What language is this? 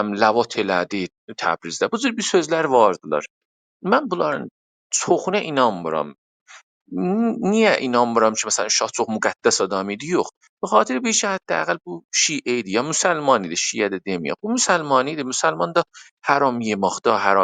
South Azerbaijani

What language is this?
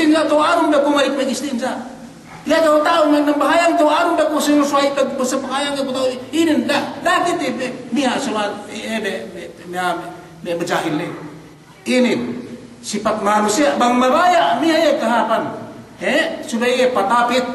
Yakan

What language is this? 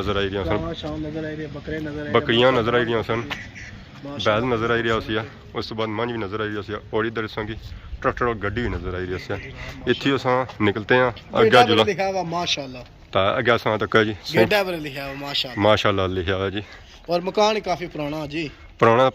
Pahari-Potwari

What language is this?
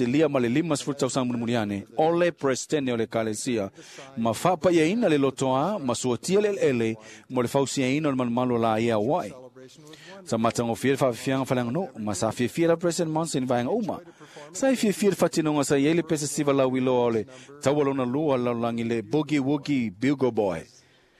Samoan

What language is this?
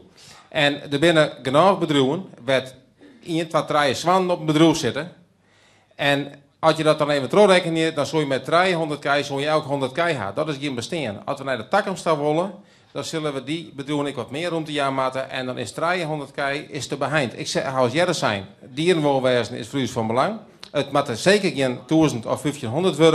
Western Frisian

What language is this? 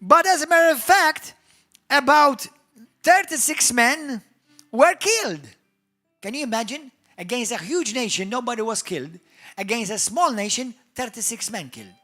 English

